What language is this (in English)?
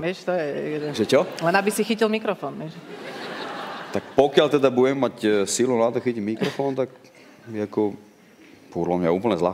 Slovak